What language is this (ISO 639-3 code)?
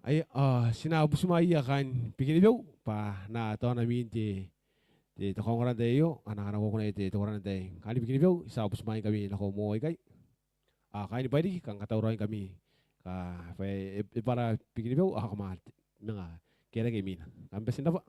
gil